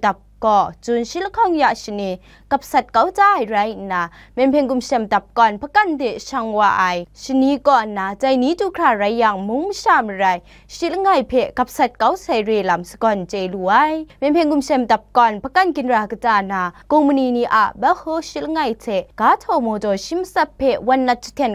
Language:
Kachin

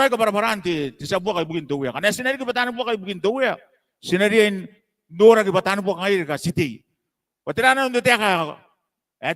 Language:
Gilbertese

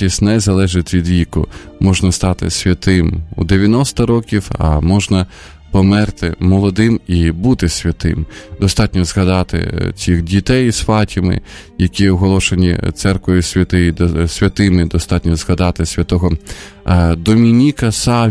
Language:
Ukrainian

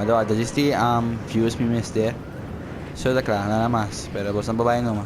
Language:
Papiamento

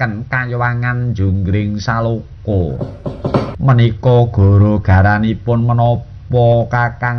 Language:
Javanese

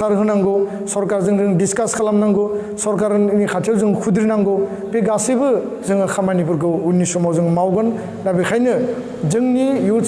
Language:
Bodo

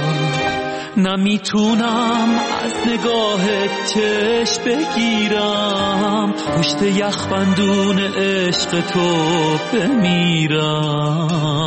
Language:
Persian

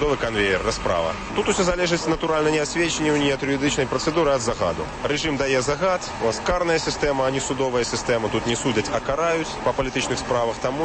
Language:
Belarusian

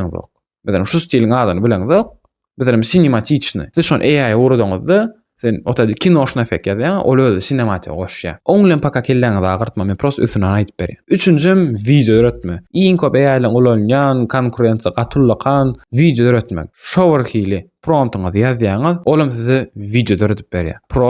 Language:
Turkmen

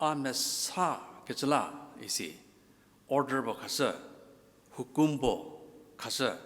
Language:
Angami Naga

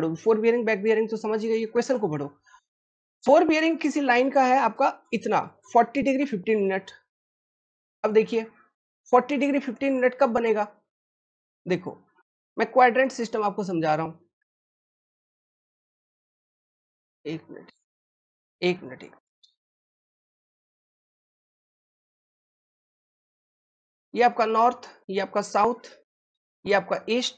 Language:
Hindi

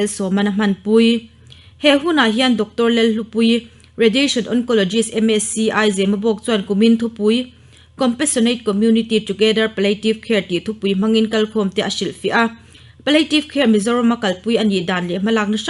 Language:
Mizo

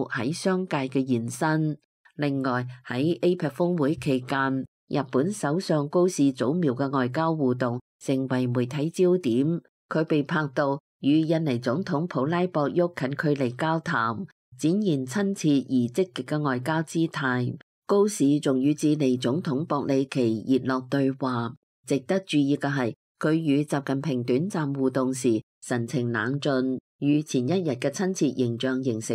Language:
Cantonese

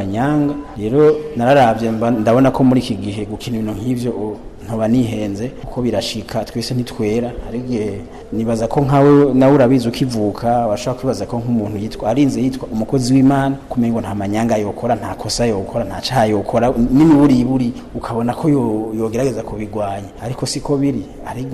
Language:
Rundi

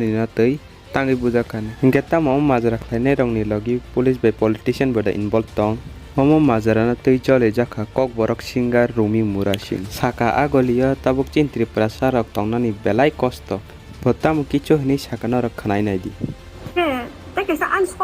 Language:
Kok Borok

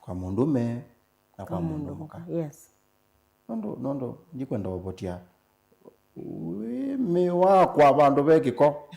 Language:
Kamba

